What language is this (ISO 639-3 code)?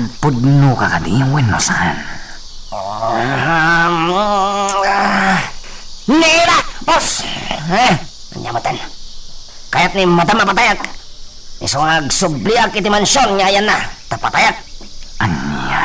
ilo